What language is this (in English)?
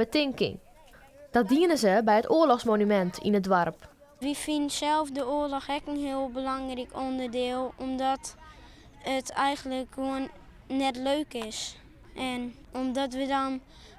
Western Frisian